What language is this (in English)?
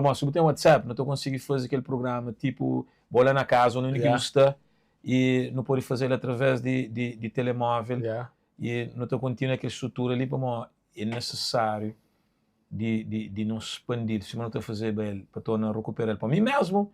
Kabuverdianu